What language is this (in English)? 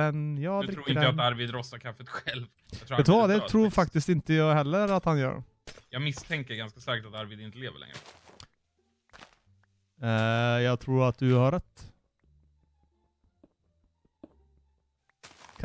Swedish